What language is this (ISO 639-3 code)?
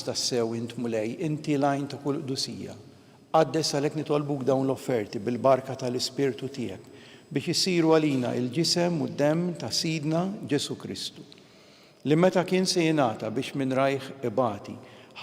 mlt